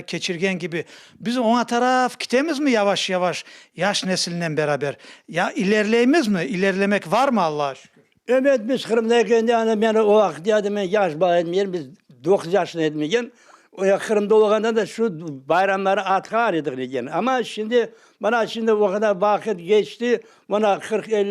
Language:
Crimean Tatar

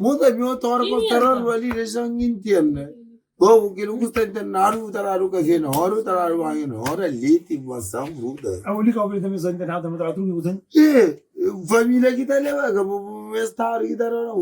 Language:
Kabuverdianu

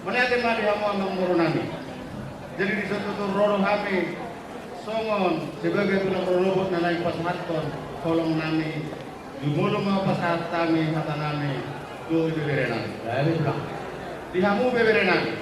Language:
Batak Toba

